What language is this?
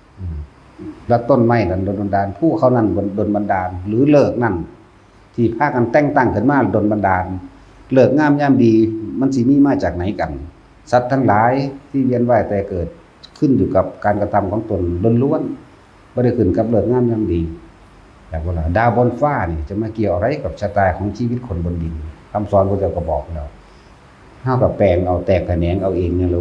Northeastern Thai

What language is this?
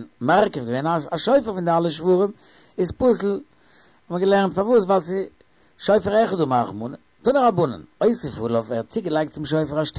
Yiddish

